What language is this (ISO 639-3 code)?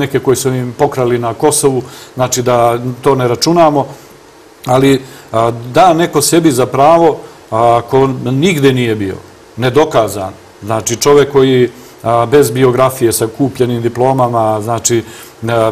srp